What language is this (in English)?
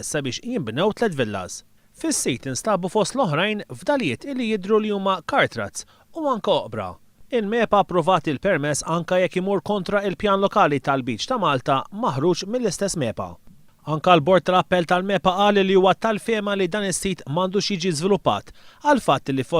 Maltese